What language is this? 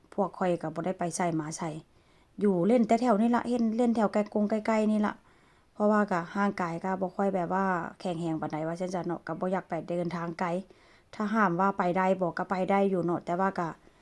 Northeastern Thai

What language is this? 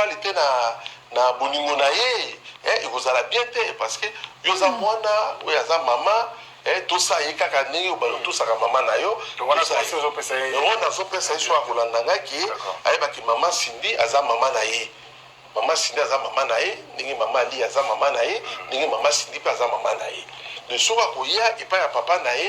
Lingala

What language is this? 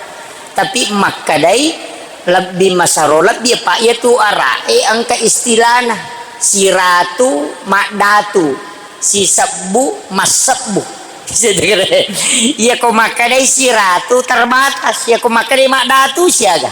Buginese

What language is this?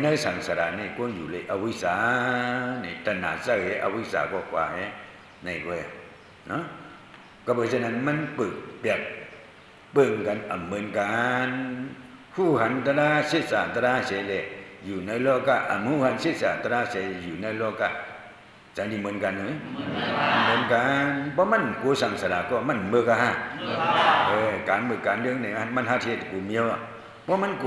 Shan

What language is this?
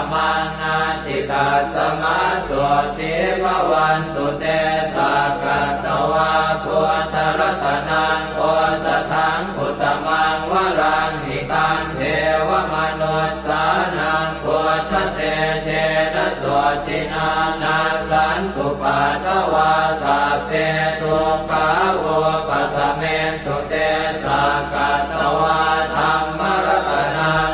Pali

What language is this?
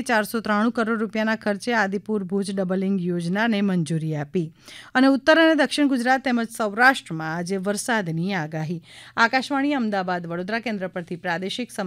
Gujarati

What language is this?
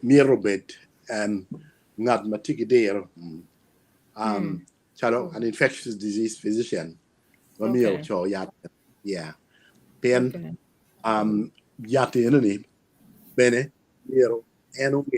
Acoli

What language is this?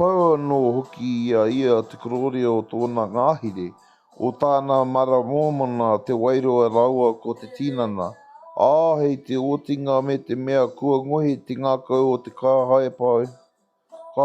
Māori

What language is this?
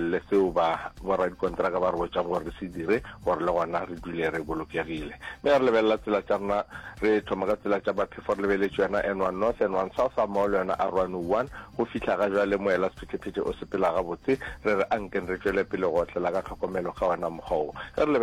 Northern Sotho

